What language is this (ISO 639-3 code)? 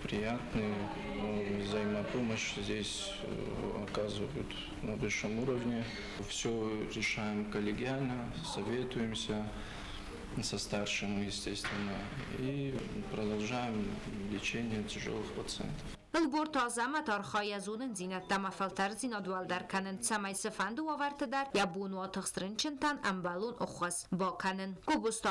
oss